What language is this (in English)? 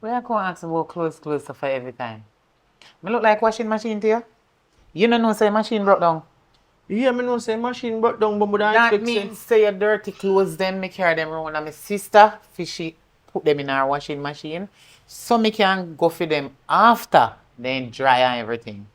Jamaican Creole English